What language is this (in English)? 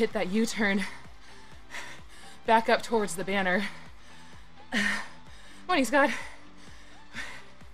English